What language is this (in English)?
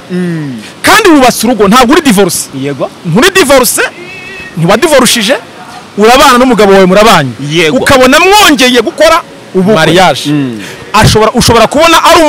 Kinyarwanda